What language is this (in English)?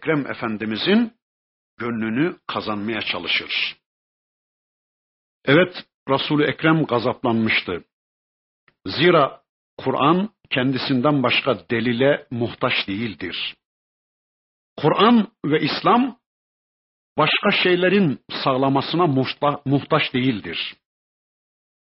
Turkish